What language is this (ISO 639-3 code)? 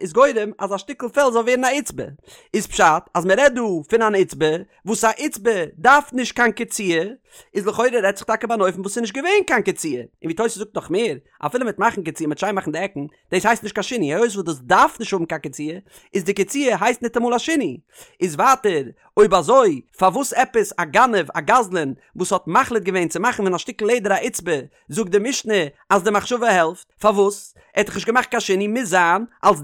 yid